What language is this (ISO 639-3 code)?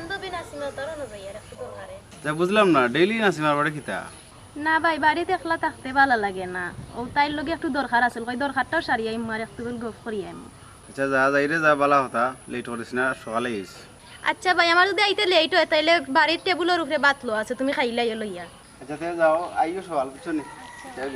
syl